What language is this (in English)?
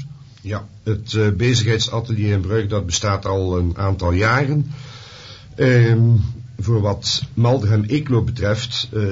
Dutch